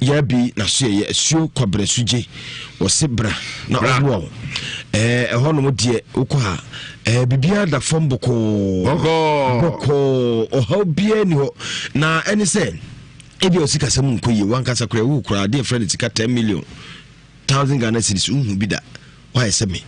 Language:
Akan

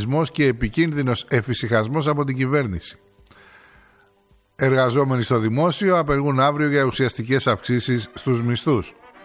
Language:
Greek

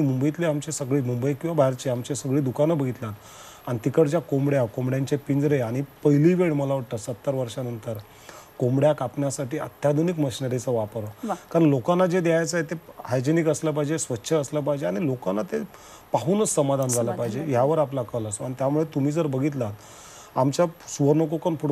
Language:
Marathi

